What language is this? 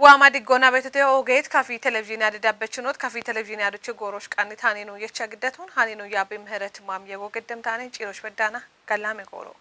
Kafa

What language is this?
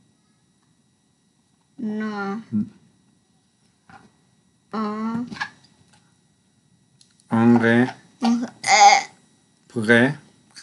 French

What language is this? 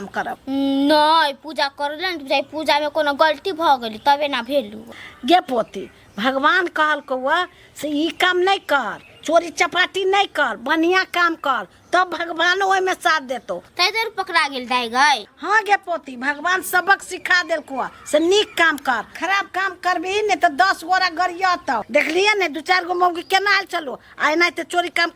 Maithili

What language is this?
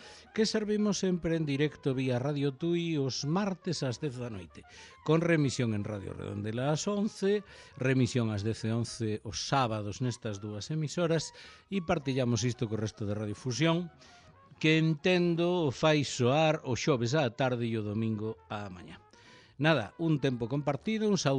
Galician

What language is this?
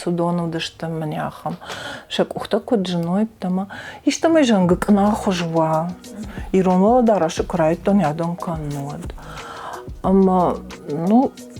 Ossetic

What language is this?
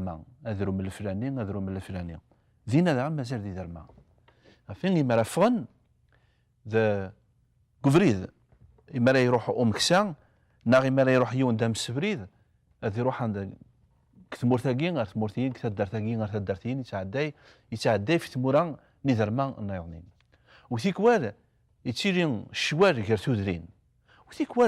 Kabyle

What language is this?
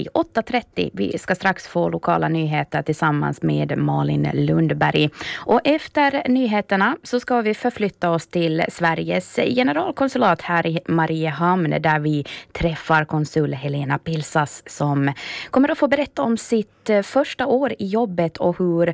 Swedish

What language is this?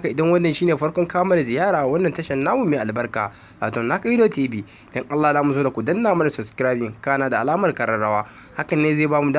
Hausa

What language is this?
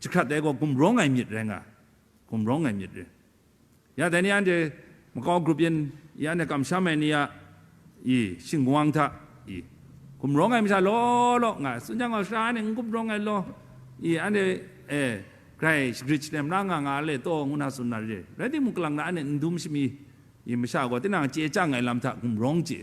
Kachin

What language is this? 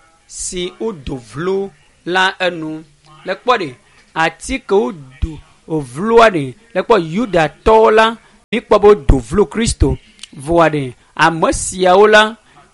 Ewe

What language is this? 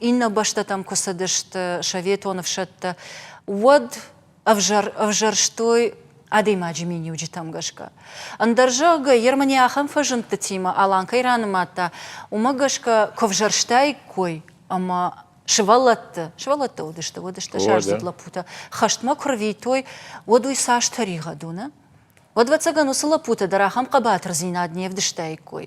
Ossetic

